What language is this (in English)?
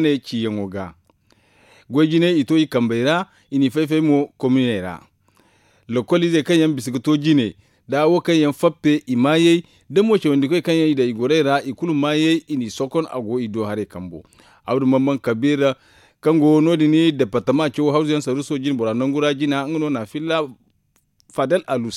Zarma